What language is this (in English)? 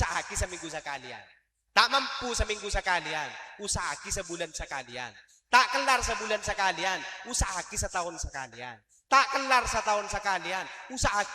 Madurese